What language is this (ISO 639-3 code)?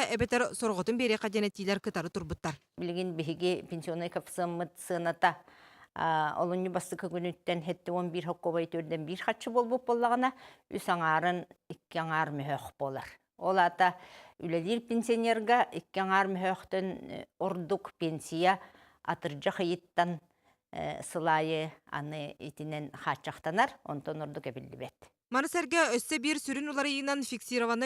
sah